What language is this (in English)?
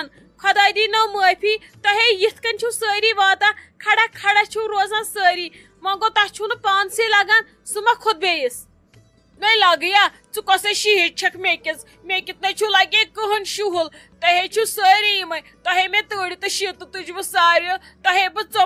Kashmiri